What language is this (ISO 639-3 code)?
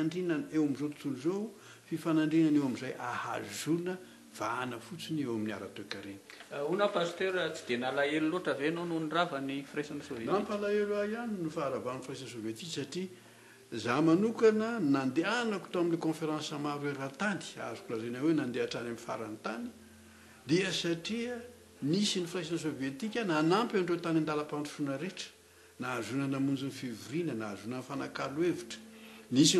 mlg